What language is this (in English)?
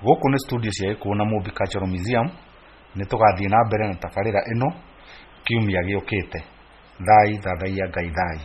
Kikuyu